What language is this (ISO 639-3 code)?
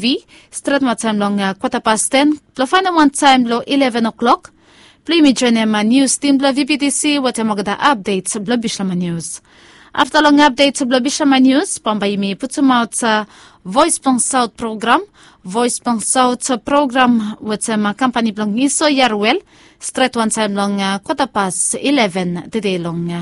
bis